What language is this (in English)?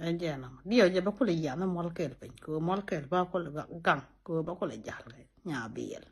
Nuer